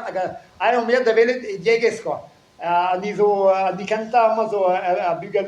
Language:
Breton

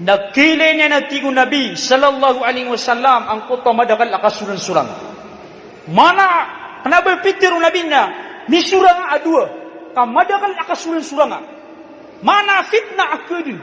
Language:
Maranao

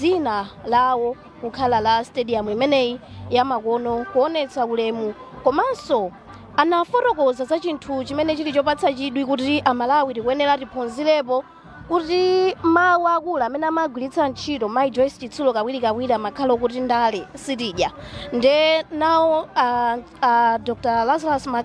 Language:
Nyanja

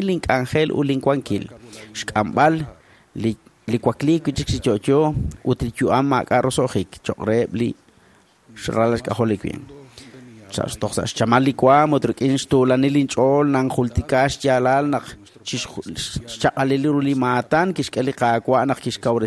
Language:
Kekchí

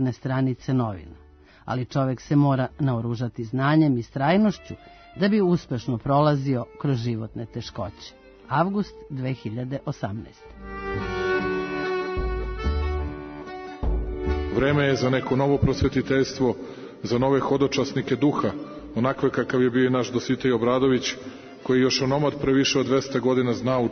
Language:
Serbian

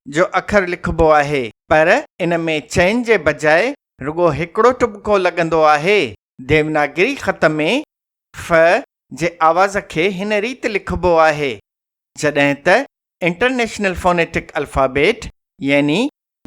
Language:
Sindhi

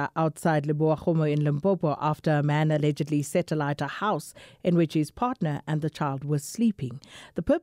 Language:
English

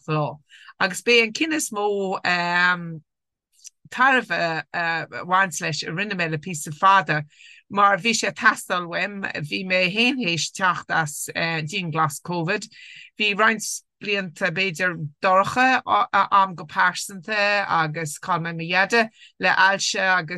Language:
Irish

